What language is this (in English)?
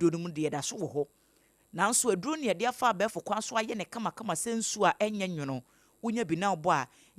Akan